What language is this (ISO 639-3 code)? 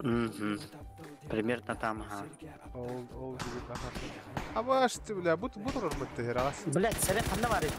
sah